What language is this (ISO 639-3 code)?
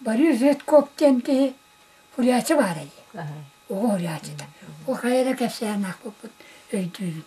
sah